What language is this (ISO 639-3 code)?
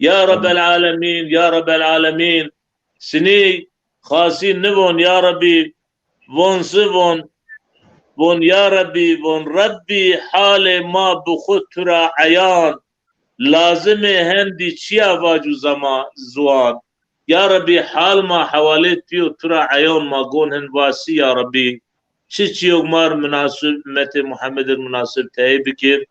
zza